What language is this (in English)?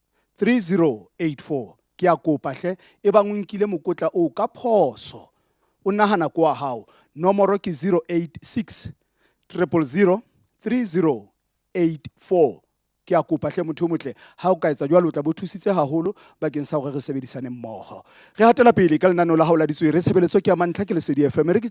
Southern Sotho